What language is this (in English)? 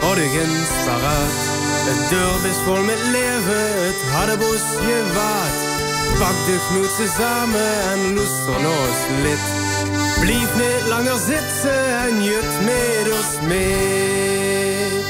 Limburgish